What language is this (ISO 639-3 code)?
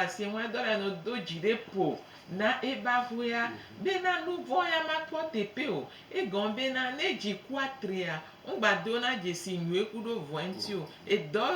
gej